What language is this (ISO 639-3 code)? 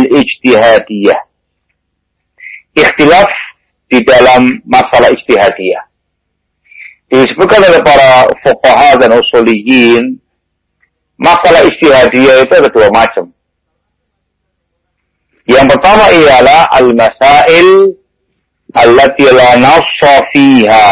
ind